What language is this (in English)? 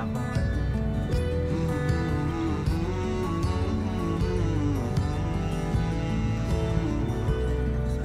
Filipino